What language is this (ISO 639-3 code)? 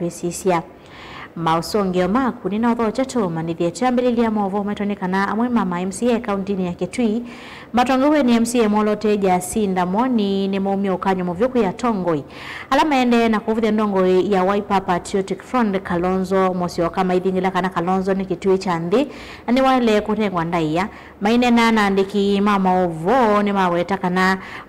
kam